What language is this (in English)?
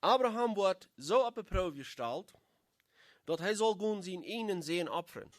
Plautdietsch